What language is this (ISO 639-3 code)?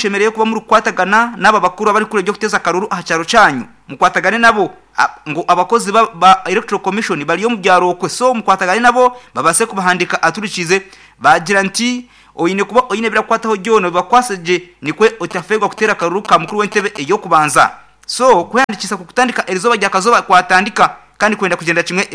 nyn